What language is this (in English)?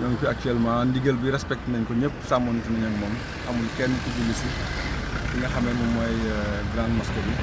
Wolof